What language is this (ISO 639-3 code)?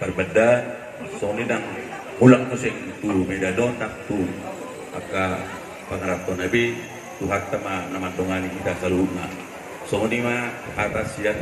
bbc